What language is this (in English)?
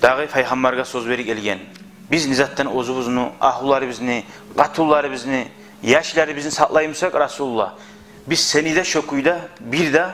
Kumyk